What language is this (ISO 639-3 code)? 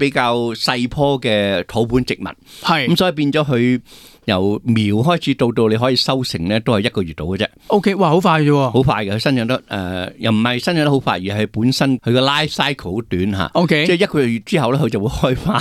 yue